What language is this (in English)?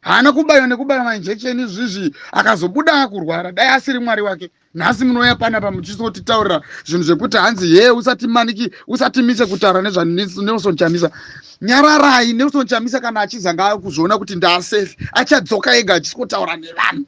Shona